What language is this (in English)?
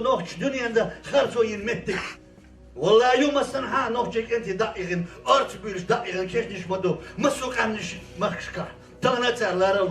Chechen